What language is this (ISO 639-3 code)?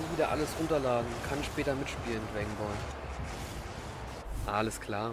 deu